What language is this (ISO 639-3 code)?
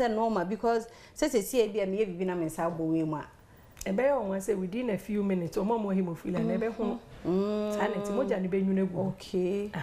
aka